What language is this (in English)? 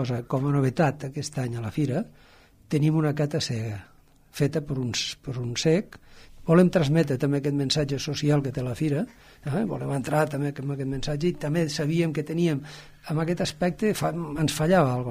Catalan